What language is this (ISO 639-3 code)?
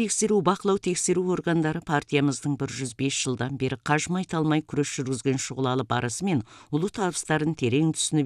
kaz